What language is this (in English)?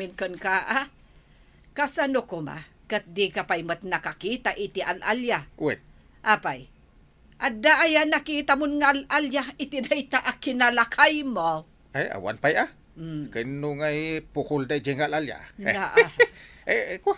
Iloko